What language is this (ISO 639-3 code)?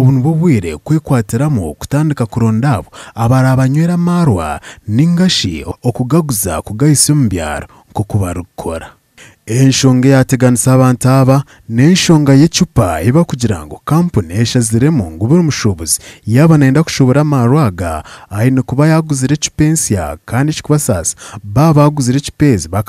nyn